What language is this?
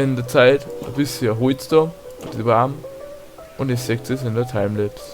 Bavarian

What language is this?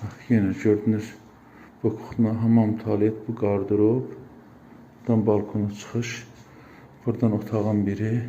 Azerbaijani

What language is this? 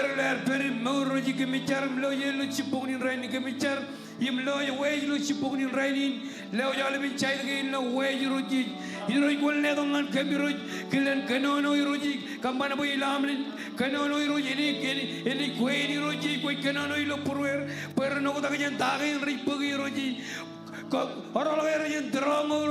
Marshallese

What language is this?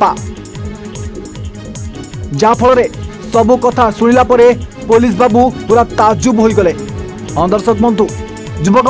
Odia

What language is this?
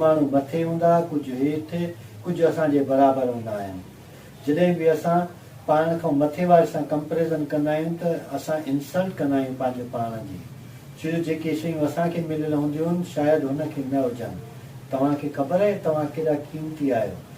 Sindhi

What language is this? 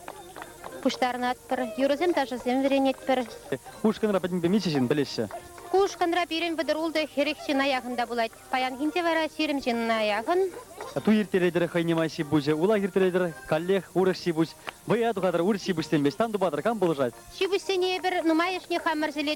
Chuvash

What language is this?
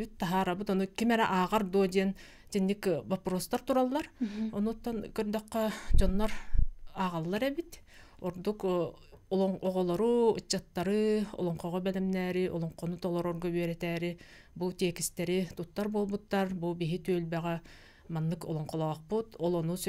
Yakut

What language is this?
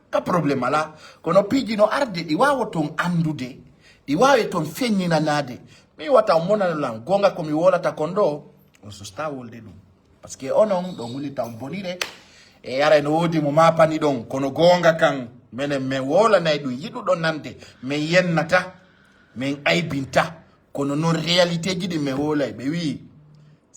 Fula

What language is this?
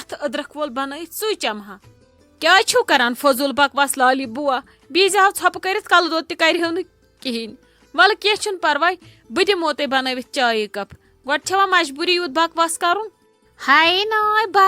Kashmiri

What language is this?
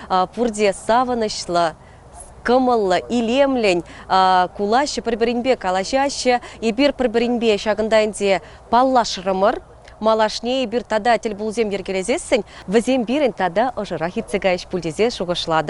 Chuvash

